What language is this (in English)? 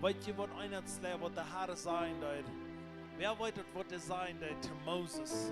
Plautdietsch